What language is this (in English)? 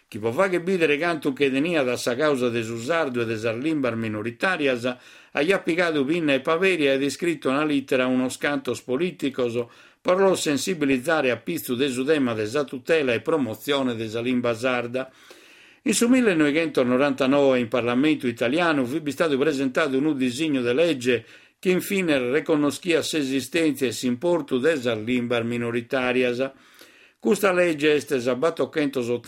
Sardinian